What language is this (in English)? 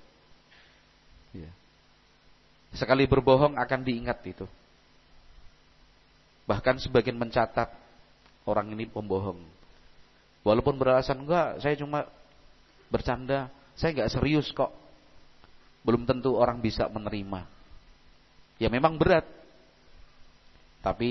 Indonesian